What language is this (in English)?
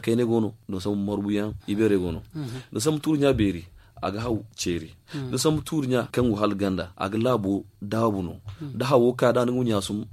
Zarma